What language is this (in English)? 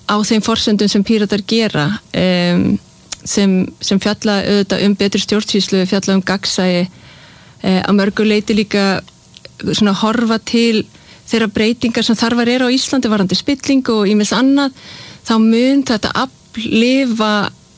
Icelandic